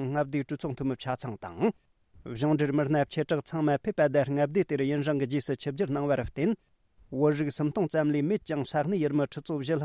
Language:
Tibetan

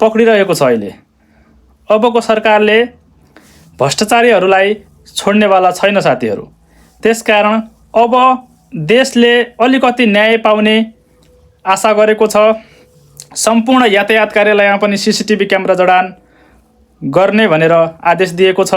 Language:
Nepali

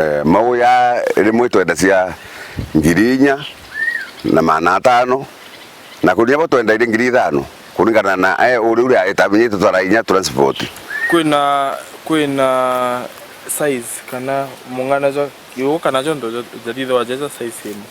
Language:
Meru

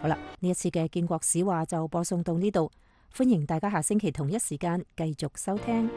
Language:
Cantonese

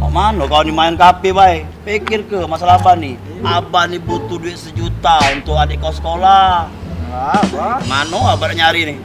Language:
Musi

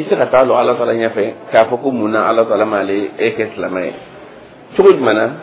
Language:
Dyula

